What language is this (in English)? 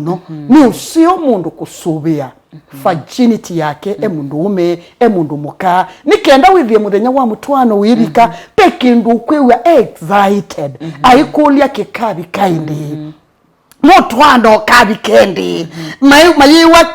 Kamba